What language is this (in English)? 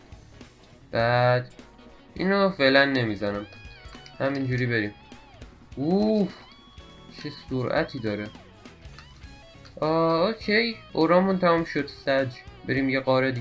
Persian